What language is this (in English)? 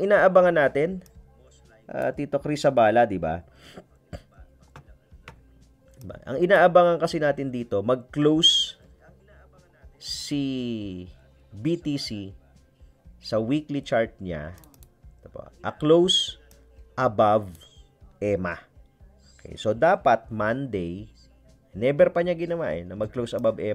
Filipino